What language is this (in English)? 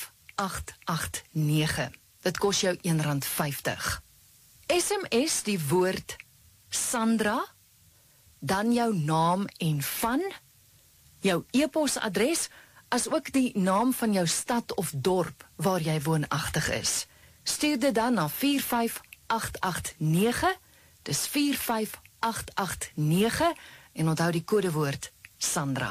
Afrikaans